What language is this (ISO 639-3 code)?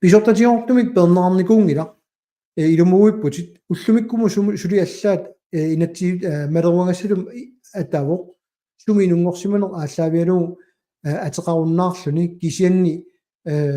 kal